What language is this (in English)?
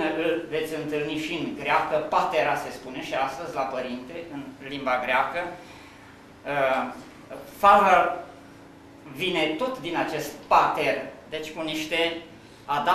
Romanian